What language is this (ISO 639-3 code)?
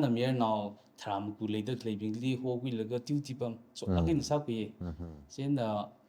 nmf